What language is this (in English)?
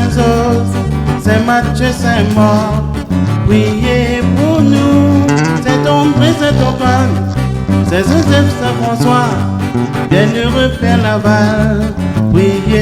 Réunion Creole French